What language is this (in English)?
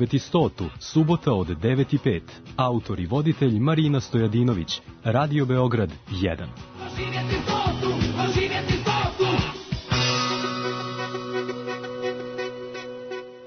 Serbian